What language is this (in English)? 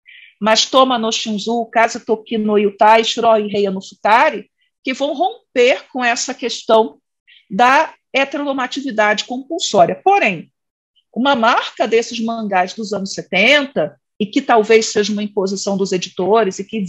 Portuguese